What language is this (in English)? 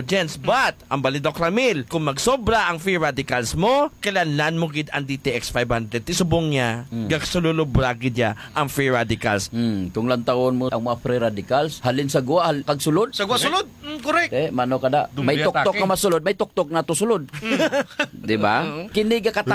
Hiligaynon